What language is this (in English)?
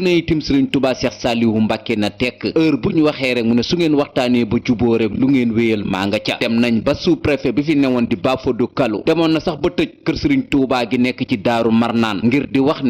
Wolof